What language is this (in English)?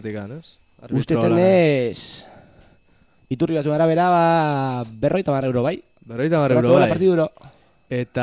Basque